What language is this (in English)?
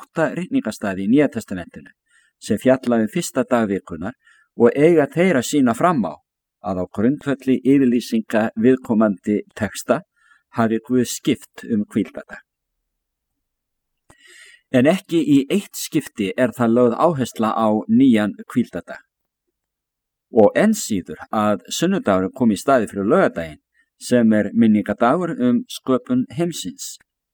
Icelandic